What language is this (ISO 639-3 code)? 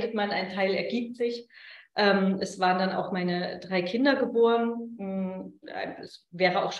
deu